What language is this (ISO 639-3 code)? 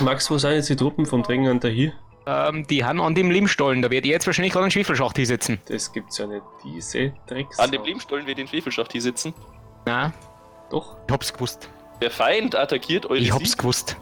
bar